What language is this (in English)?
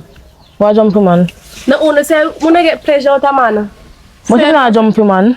Jamaican Creole English